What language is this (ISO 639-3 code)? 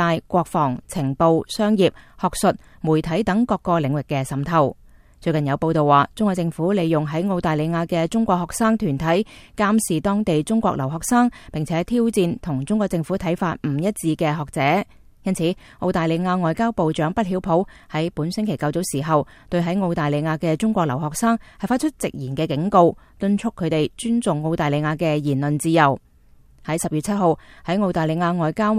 yue